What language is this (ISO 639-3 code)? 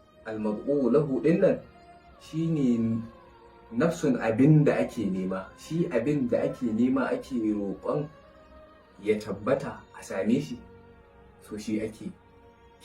hau